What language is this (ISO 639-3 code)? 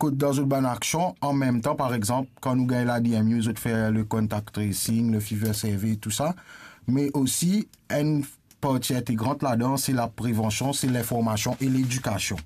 mfe